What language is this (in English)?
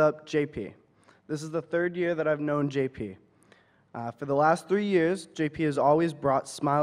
English